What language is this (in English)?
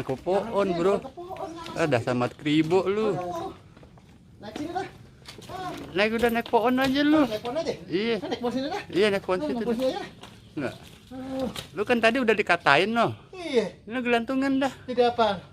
Betawi